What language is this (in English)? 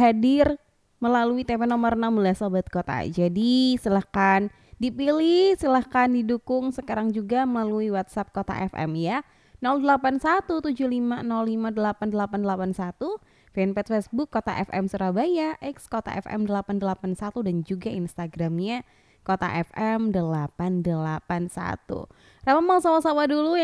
Indonesian